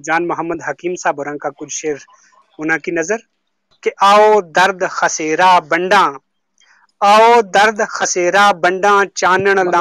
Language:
Gujari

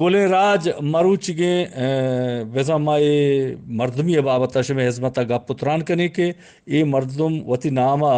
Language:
Eastern Balochi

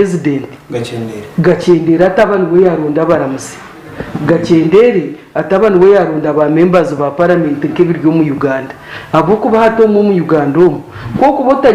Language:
Nyankole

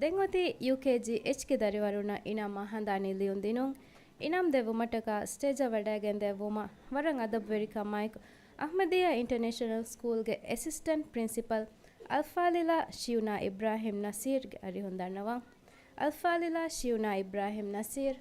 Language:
Divehi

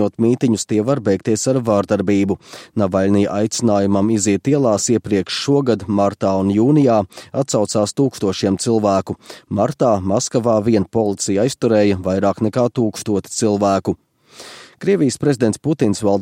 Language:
Latvian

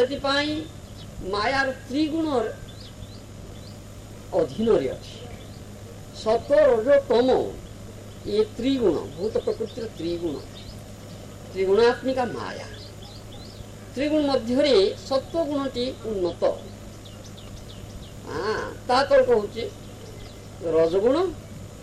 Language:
Odia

